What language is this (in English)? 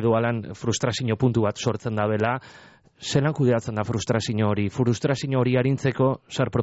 Basque